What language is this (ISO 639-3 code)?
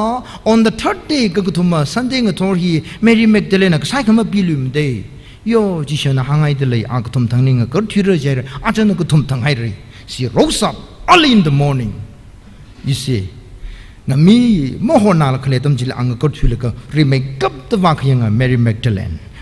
nmf